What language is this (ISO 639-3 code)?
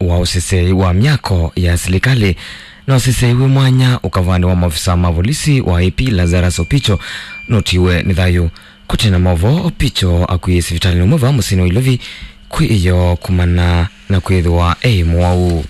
kam